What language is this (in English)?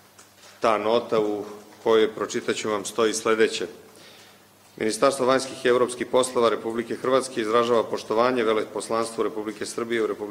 Serbian